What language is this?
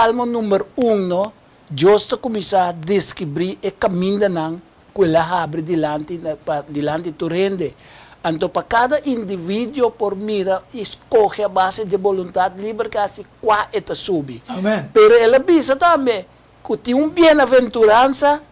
Papiamento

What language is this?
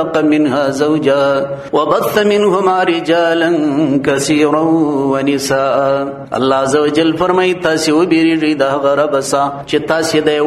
Pashto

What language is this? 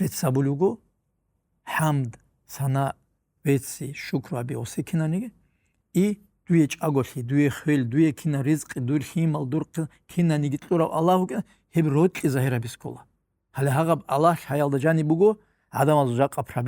Avaric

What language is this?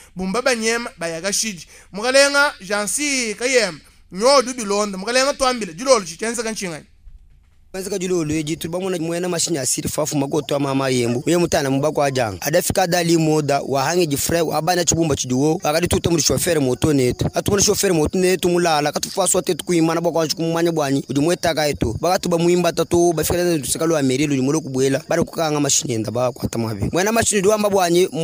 Luba-Lulua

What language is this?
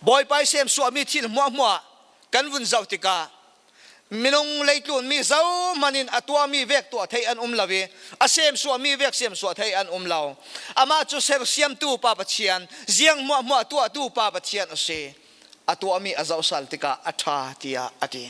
Falam Chin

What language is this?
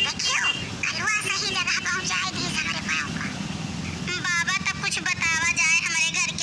Awadhi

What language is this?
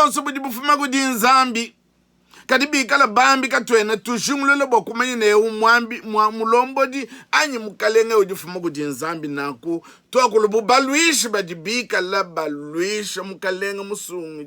Luba-Lulua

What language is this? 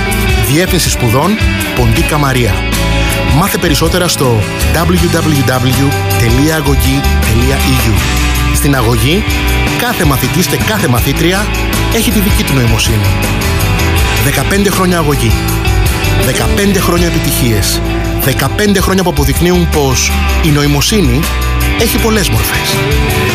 Greek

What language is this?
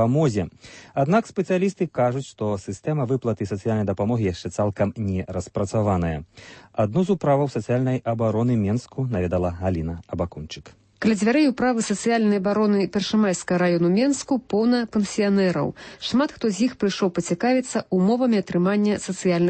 Belarusian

